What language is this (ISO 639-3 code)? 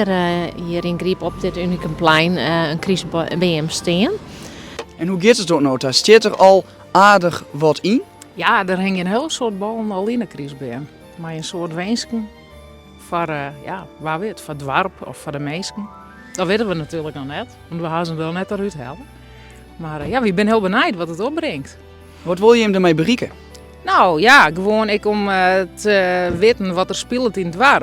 fry